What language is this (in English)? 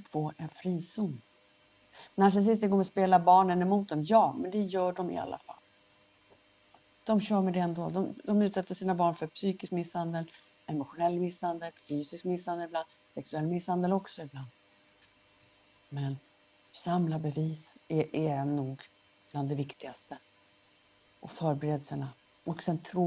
Swedish